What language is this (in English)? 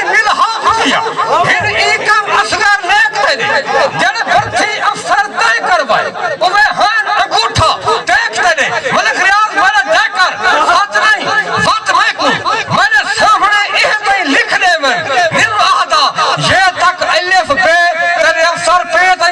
Saraiki